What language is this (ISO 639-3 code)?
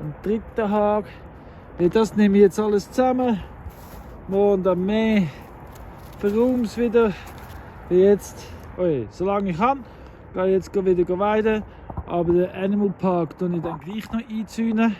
gsw